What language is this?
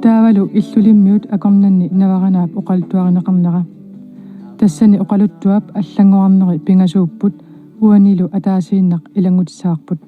Kalaallisut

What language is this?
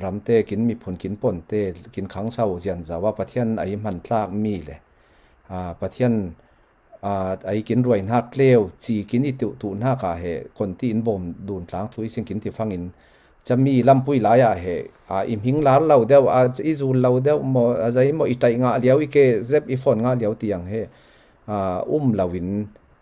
Falam Chin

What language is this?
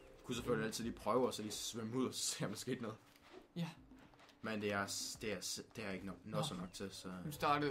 Danish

